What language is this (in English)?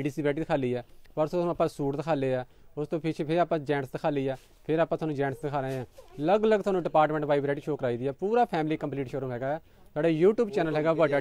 Punjabi